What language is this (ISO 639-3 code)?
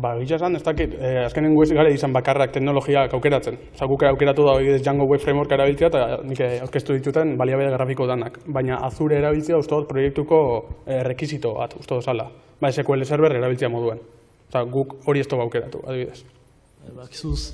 eus